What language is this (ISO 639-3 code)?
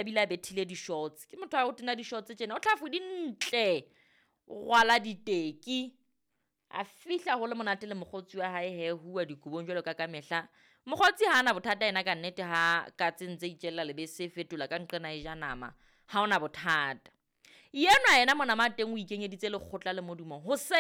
sot